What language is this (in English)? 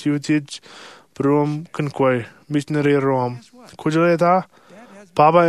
Marshallese